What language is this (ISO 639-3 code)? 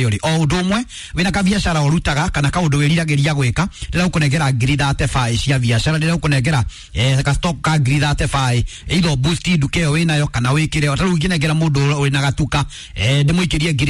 kik